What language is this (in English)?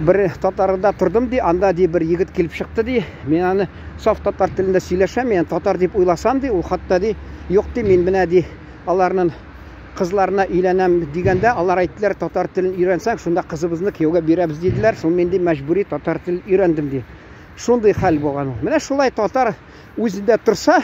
Tatar